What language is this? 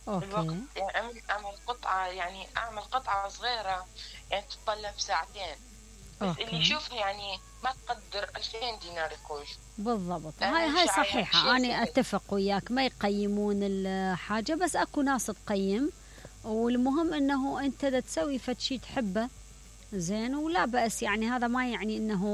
Mesopotamian Arabic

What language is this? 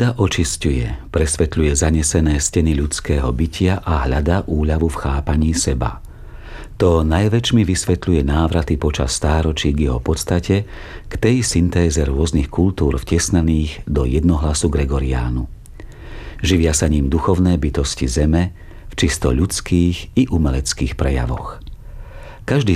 Slovak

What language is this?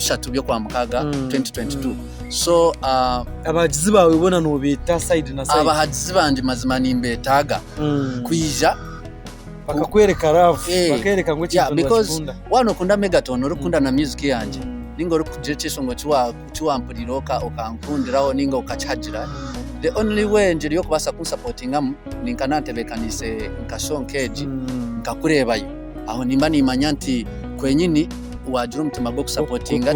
Nyankole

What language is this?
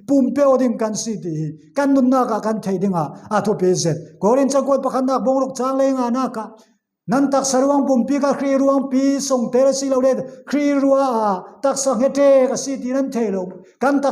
Falam Chin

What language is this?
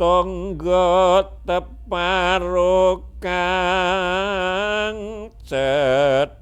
Javanese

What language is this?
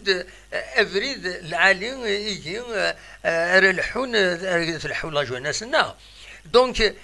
Kabyle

